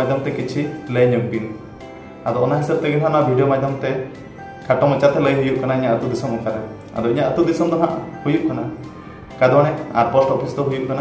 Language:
Santali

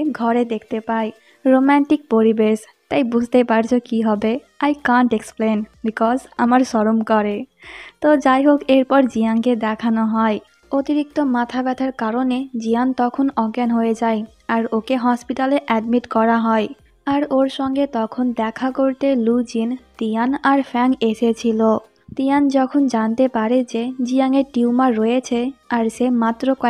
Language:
Bangla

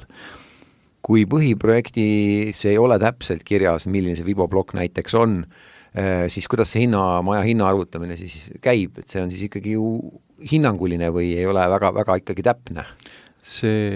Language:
Estonian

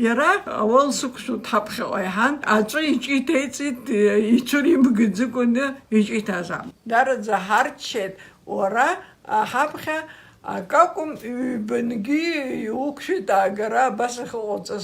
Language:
Abkhazian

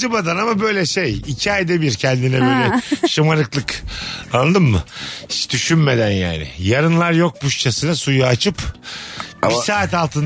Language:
Turkish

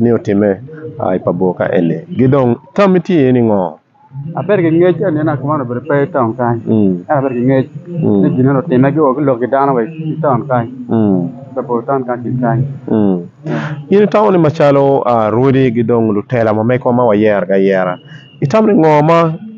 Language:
Acoli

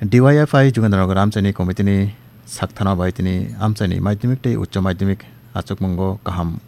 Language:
Kok Borok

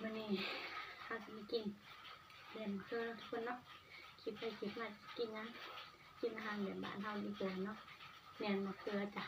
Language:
Northeastern Thai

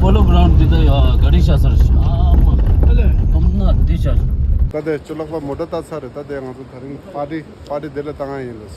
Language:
Tibetan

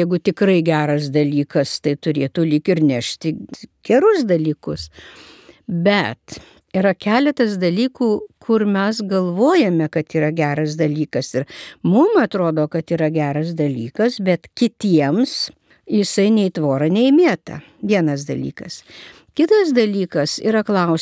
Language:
Lithuanian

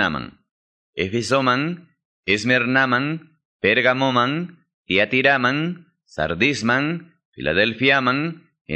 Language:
Quechua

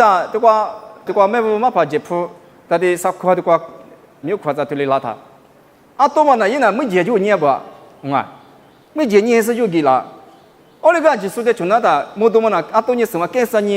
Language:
Lisu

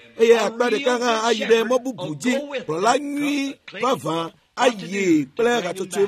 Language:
Ewe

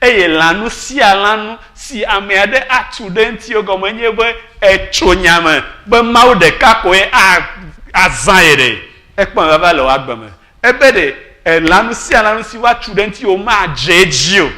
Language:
Ewe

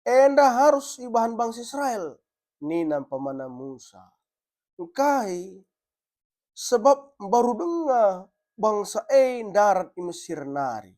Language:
Batak Karo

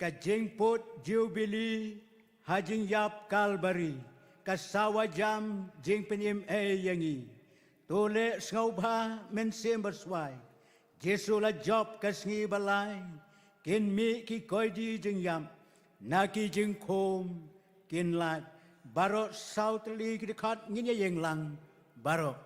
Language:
Khasi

